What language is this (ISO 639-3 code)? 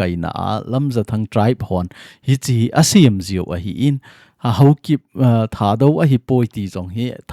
tcz